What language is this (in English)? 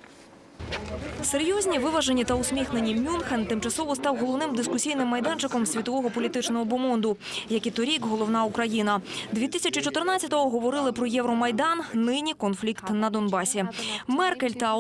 Ukrainian